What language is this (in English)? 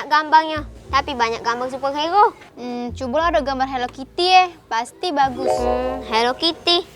Musi